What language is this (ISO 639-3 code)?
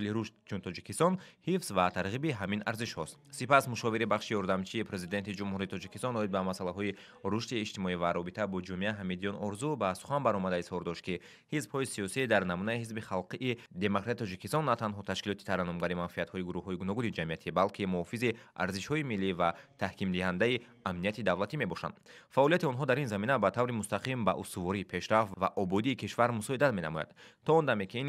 tgk